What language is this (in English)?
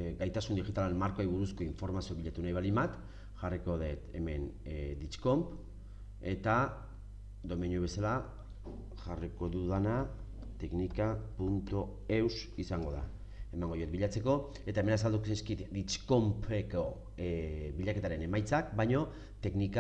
Basque